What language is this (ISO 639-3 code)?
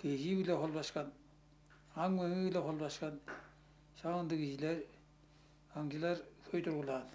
tyv